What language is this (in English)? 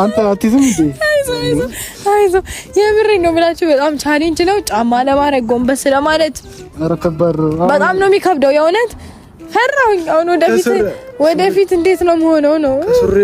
Amharic